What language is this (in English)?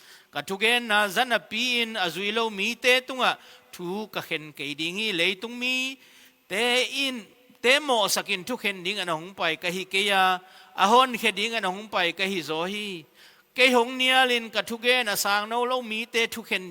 Tedim Chin